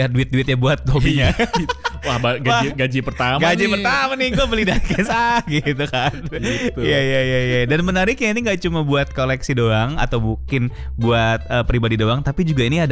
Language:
Indonesian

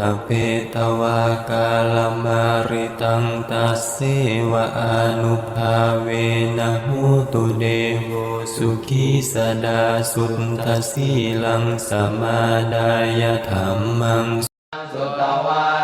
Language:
Pali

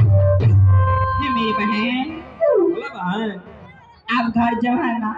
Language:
Maithili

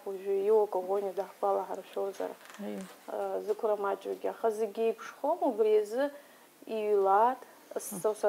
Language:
Abkhazian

